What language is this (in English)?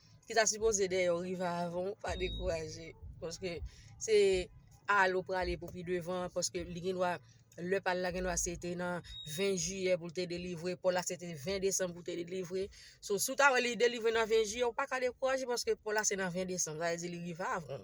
Haitian Creole